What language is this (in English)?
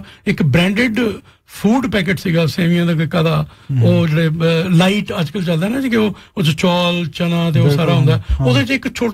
Punjabi